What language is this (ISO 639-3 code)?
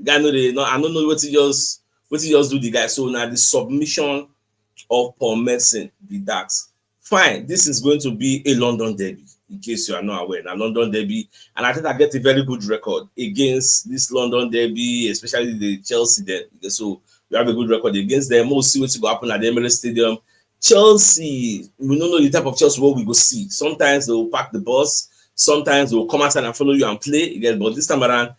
pcm